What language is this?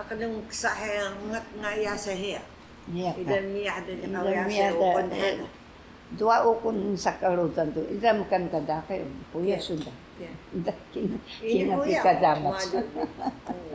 Taroko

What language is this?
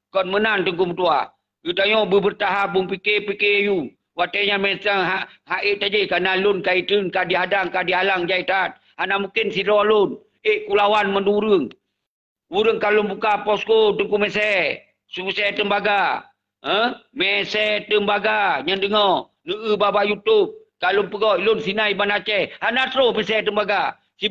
Achinese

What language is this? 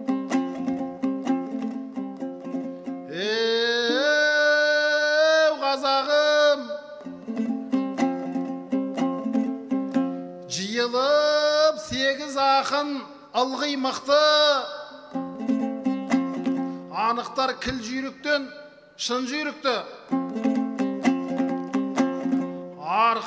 Kazakh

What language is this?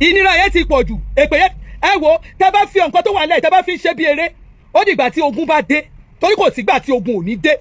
Yoruba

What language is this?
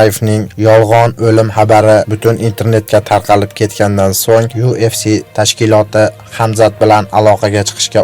Uzbek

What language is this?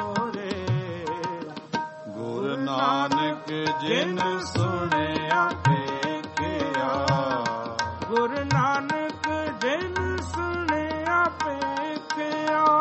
Punjabi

